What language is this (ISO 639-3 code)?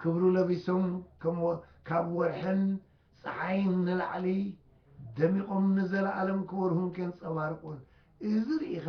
tir